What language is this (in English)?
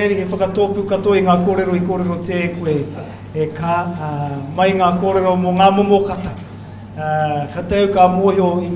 Māori